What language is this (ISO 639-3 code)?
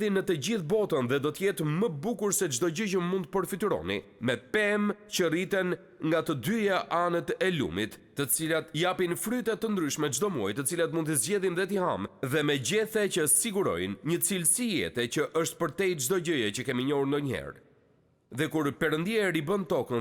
sqi